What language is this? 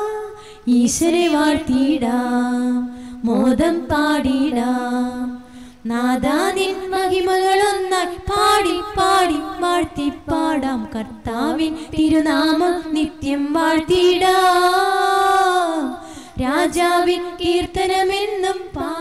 Malayalam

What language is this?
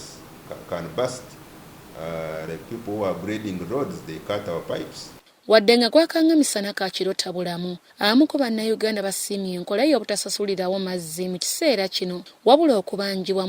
Ganda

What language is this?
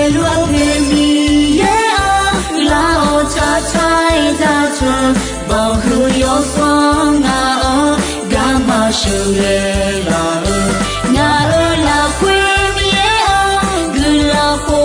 Akha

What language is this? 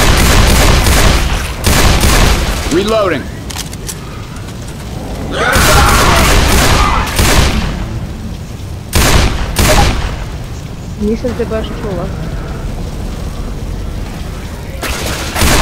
Croatian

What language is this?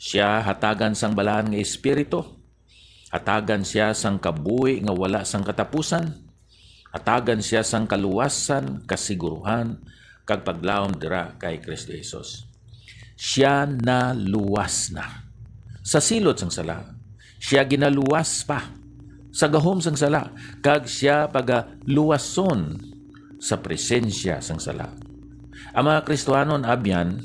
Hiligaynon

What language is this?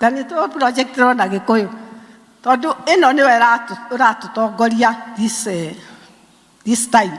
Kikuyu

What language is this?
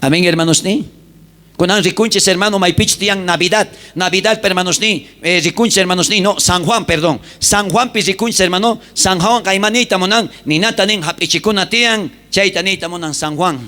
South Bolivian Quechua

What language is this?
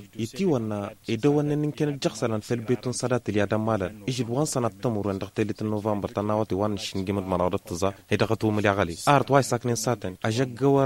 Tamasheq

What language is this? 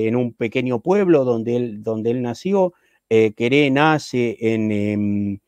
Spanish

